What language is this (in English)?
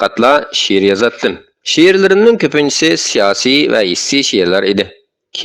Uyghur